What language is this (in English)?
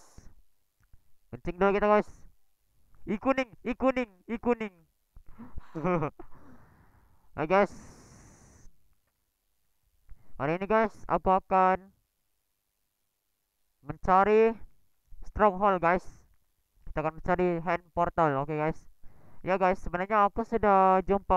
Malay